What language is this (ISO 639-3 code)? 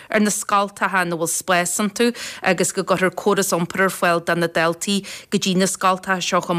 gle